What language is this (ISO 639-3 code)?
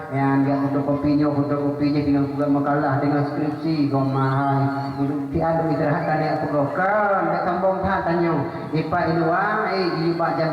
ace